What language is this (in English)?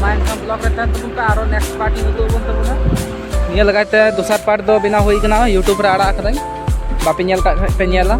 Santali